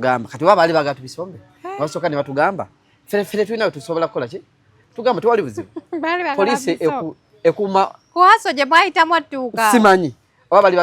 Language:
Ganda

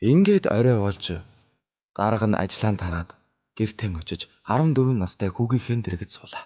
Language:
Mongolian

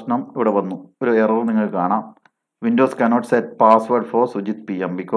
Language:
Malayalam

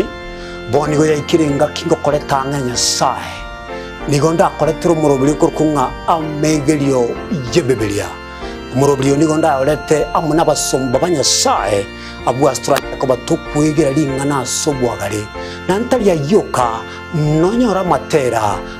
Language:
Gusii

